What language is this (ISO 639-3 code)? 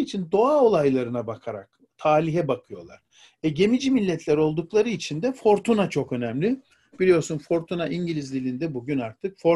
tur